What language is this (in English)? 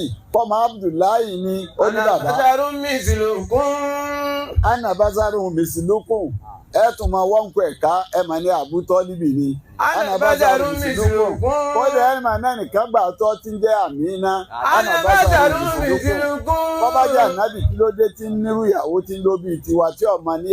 Yoruba